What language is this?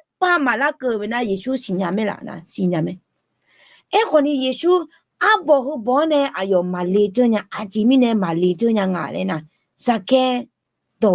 Akha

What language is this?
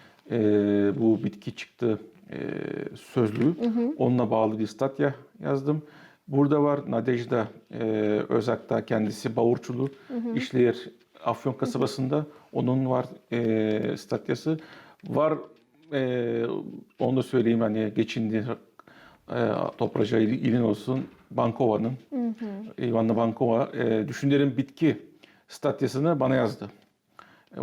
Gagauz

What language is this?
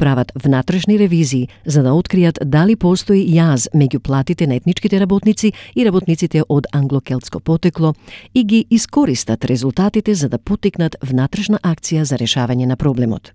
Macedonian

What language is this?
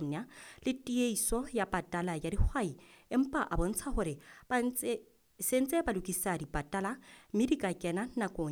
Southern Sotho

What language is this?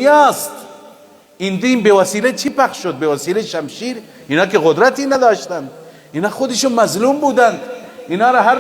Persian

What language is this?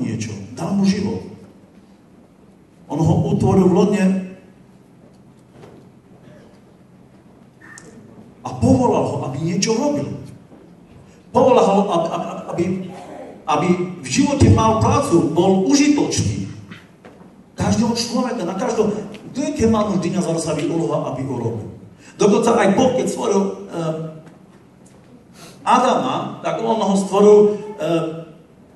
Slovak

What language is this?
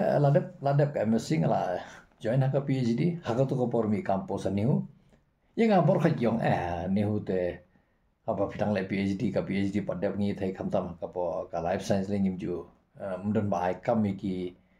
Khasi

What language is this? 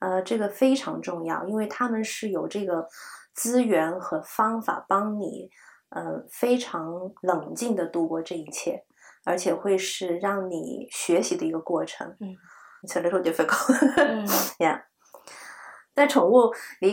Chinese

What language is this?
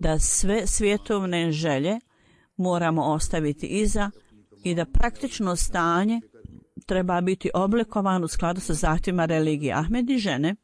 Bosnian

